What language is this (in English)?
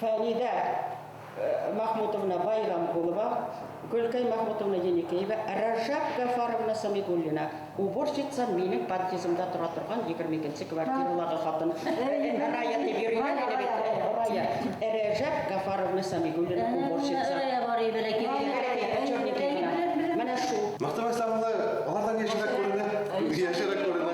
Bashkir